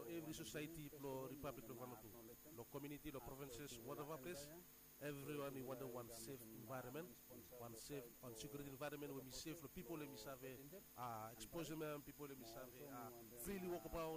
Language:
Bislama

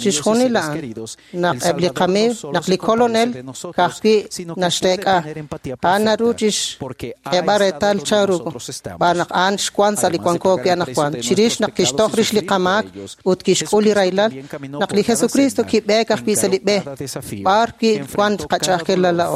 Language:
Kekchí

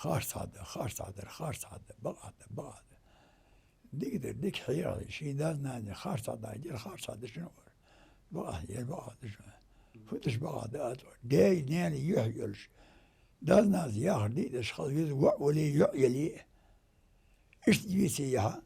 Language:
Ingush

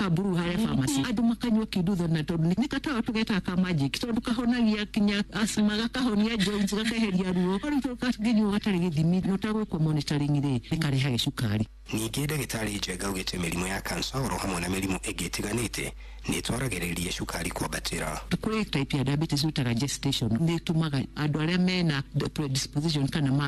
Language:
Kikuyu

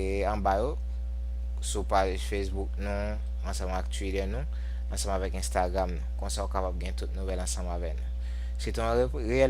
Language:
Haitian Creole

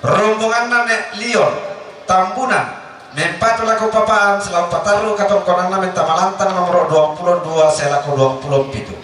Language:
Toraja-Sa'dan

